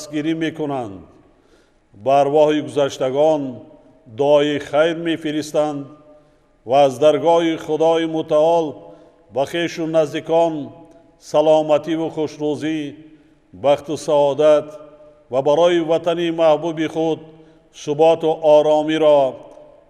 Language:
Tajik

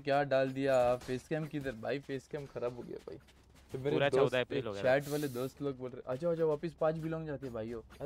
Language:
Hindi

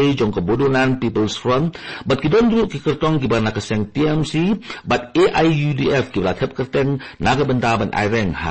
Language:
Khasi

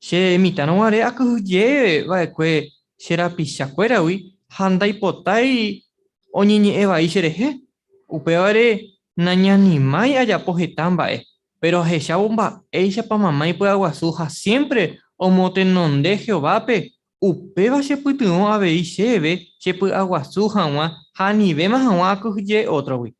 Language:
Guarani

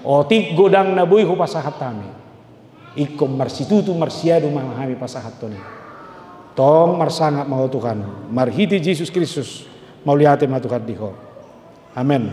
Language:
Batak Toba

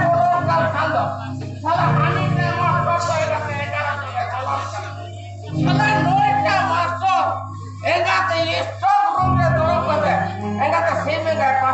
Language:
Santali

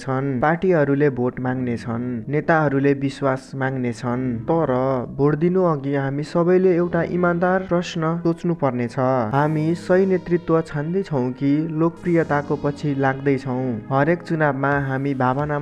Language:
Nepali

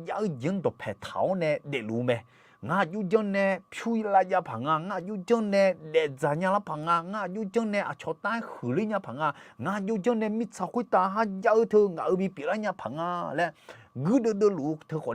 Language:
Akha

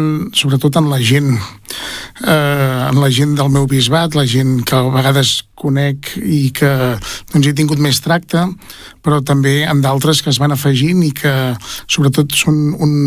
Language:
Catalan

